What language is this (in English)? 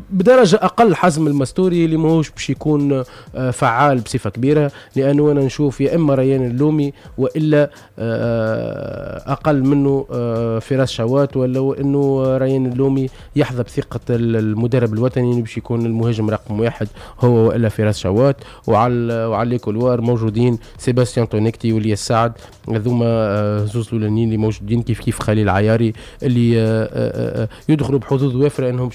Tunisian Arabic